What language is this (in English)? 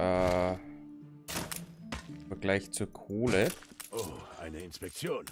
Bavarian